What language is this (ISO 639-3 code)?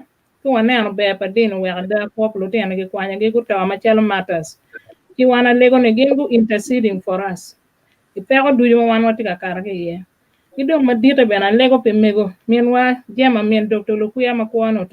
ach